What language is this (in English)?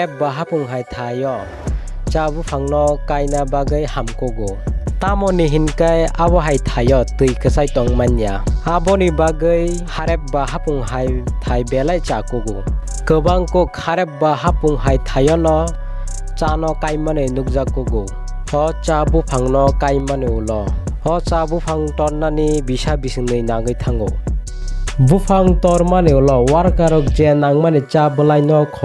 Kok Borok